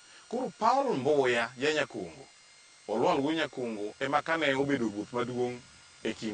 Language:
Luo (Kenya and Tanzania)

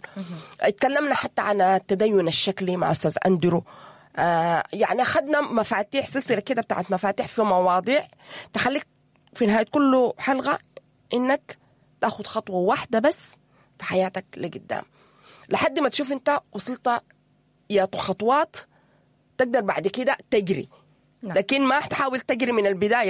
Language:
Sudanese Arabic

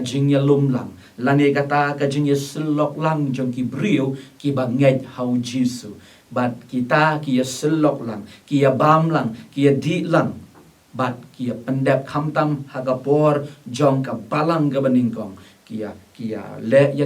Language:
Khasi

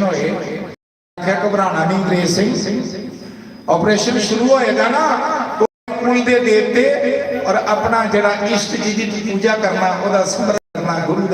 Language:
Dogri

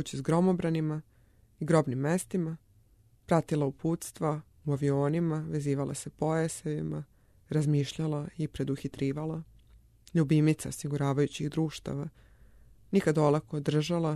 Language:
Serbian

